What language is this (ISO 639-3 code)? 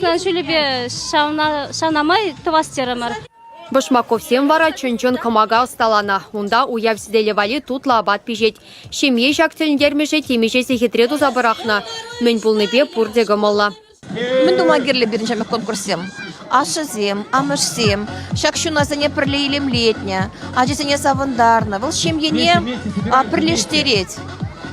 chv